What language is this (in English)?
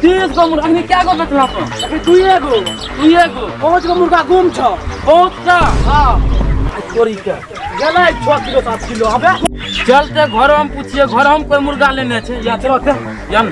Angika